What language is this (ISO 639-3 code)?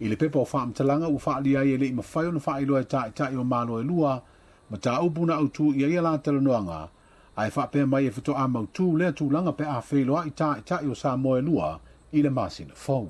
smo